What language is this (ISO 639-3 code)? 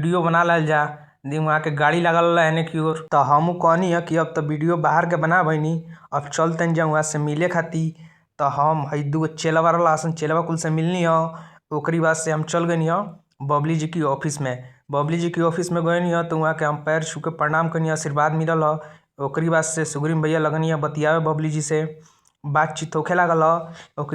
bho